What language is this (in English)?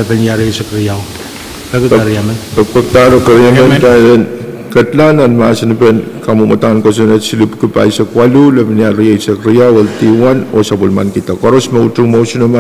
Pohnpeian